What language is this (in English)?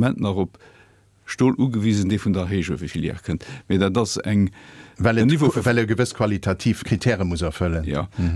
Luxembourgish